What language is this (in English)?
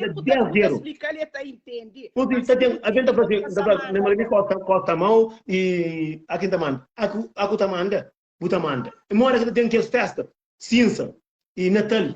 Kabuverdianu